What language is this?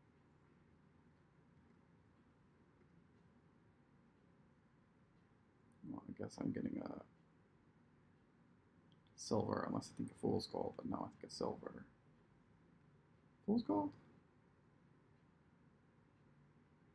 English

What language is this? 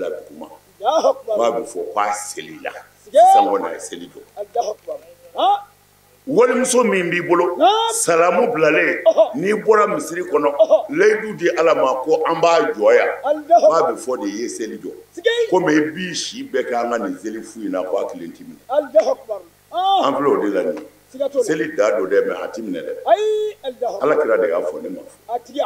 Bambara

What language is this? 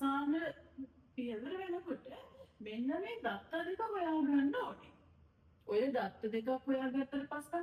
Sinhala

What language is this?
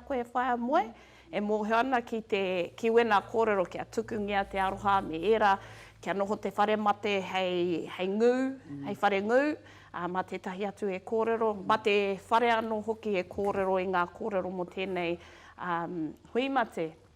Māori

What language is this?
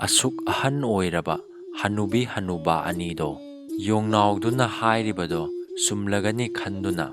Manipuri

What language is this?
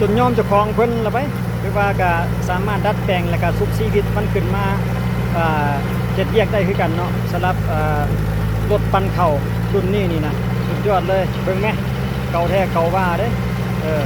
Lao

